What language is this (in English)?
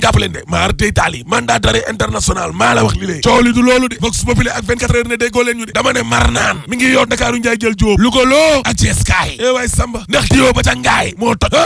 Wolof